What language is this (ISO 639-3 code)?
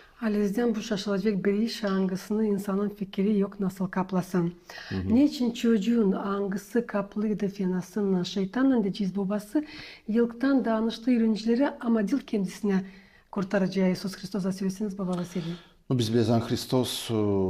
gag